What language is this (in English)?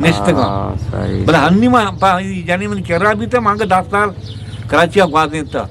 Eastern Balochi